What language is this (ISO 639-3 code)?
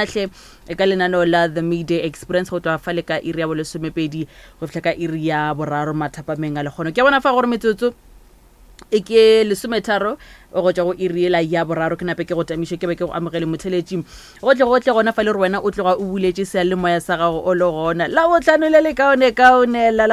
nso